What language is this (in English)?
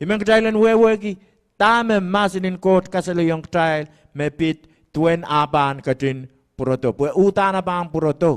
Pohnpeian